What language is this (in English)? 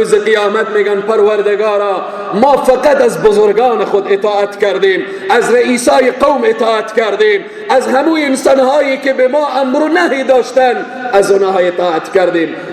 Persian